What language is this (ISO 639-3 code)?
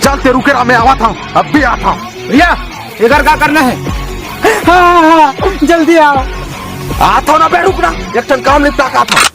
hne